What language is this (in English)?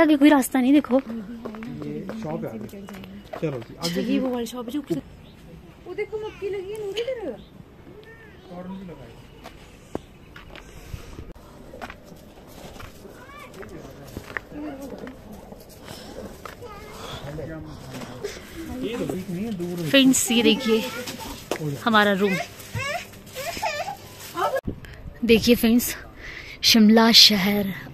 Hindi